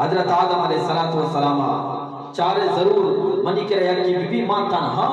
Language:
Eastern Balochi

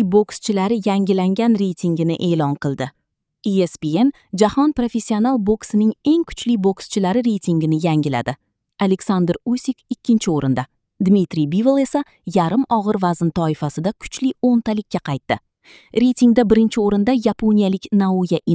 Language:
Uzbek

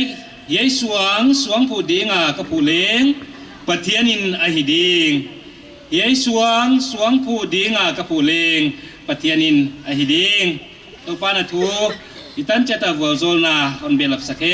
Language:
Paite Chin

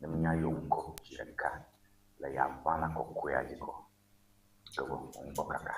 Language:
Ewe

